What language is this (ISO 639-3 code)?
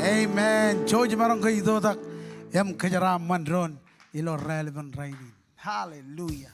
mah